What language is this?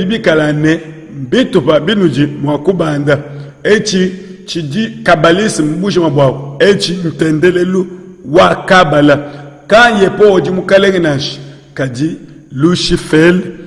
Luba-Lulua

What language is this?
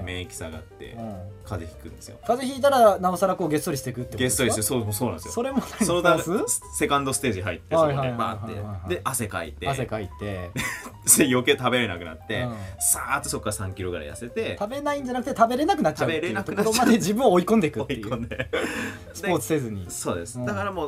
Japanese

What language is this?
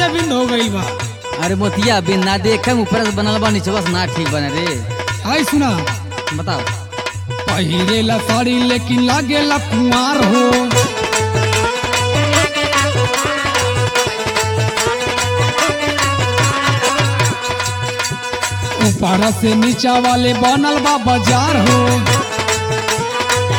Bhojpuri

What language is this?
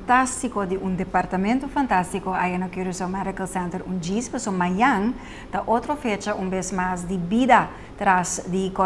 Papiamento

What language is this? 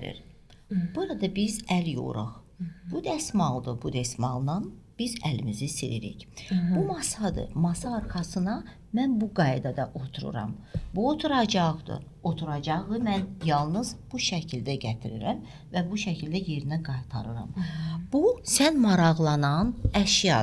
Azerbaijani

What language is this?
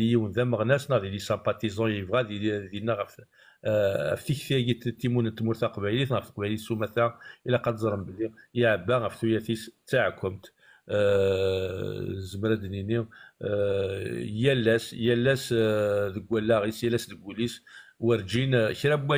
Kabyle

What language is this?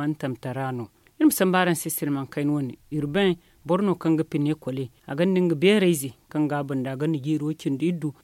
Zarma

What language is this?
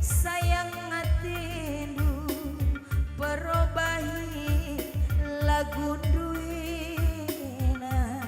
Batak Karo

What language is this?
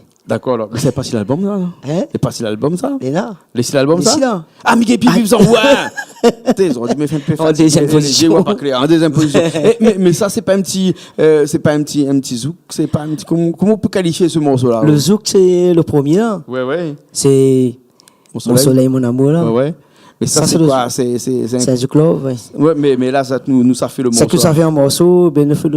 Réunion Creole French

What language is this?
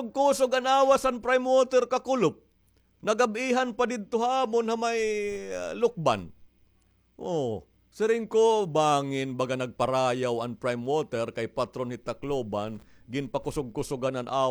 Waray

